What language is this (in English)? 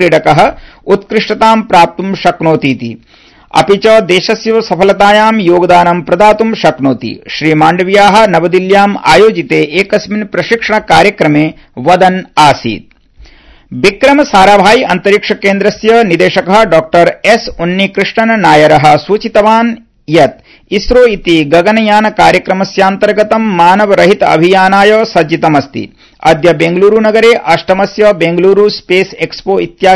Sanskrit